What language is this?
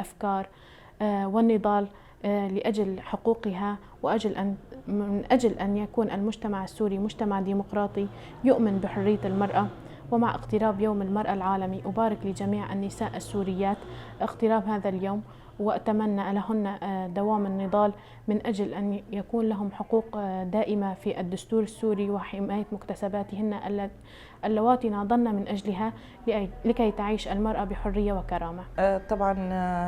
Kurdish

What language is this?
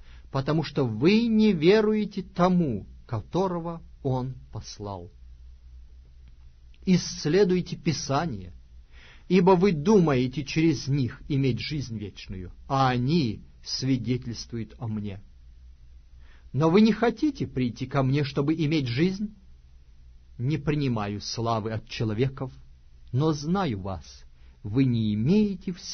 Russian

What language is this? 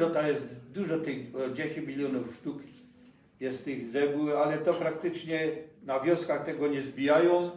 Silesian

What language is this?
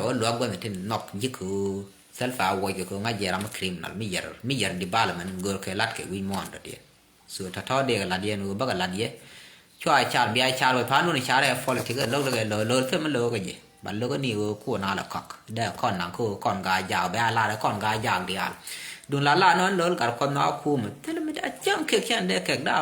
Nuer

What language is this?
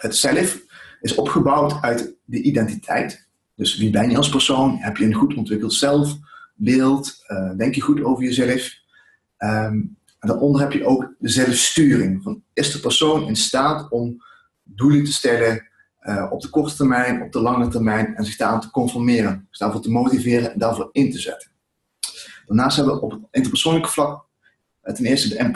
Dutch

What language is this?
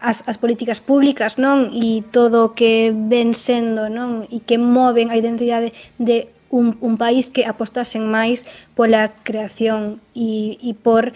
Galician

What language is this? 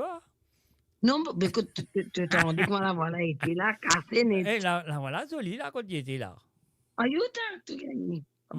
Morisyen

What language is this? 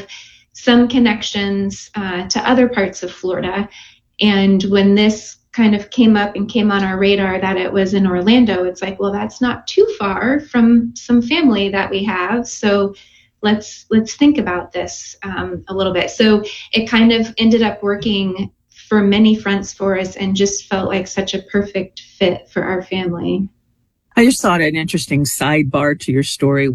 English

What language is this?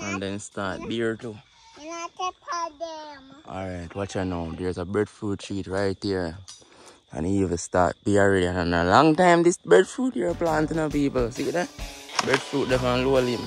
Jamaican Creole English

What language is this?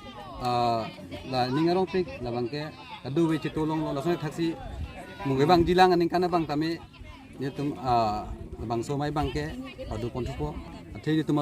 Karbi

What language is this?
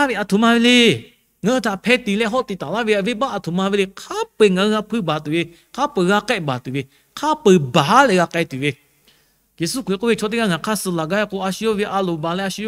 Lahu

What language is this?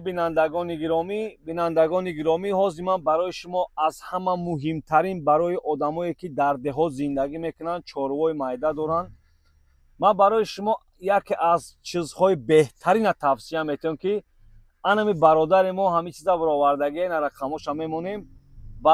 Tajik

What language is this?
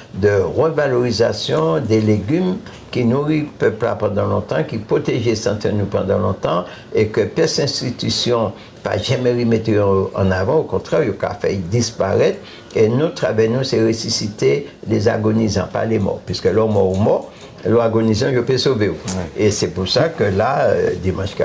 Guadeloupean Creole French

